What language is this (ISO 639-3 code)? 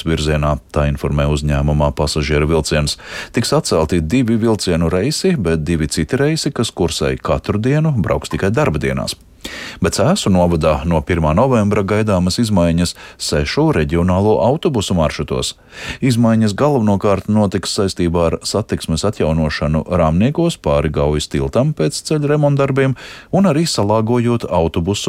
lav